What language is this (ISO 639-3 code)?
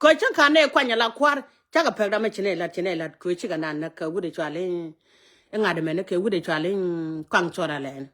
nus